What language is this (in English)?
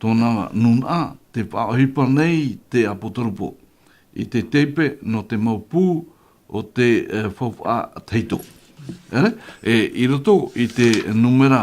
Tahitian